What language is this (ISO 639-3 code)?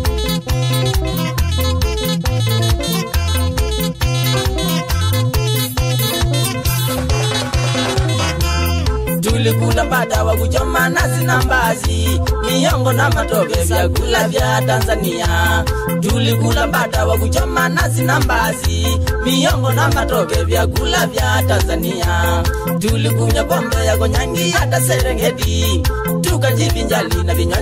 swa